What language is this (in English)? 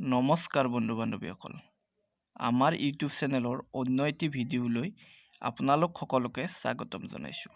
Assamese